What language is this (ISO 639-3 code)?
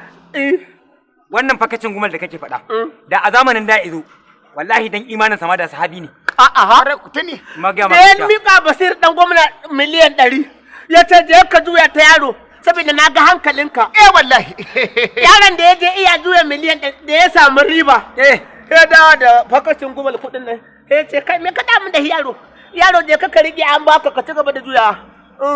hau